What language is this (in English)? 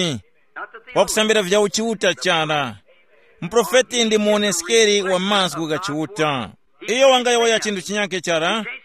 Tumbuka